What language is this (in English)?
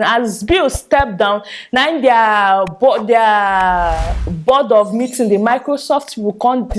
Nigerian Pidgin